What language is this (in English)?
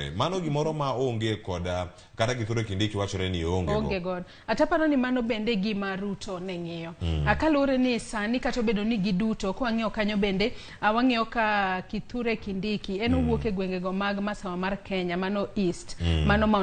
Luo (Kenya and Tanzania)